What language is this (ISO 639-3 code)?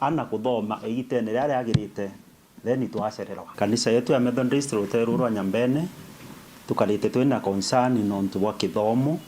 mer